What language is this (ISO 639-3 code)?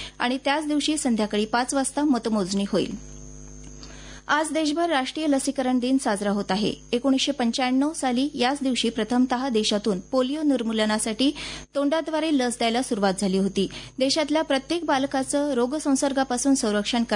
mar